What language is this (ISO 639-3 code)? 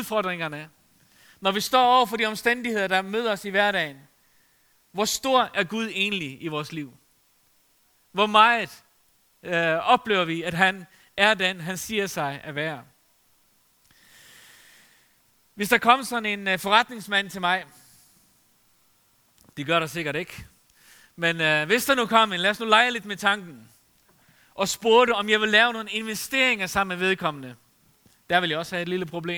dan